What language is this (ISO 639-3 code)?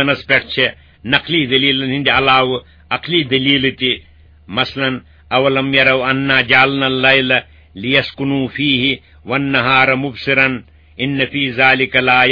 kas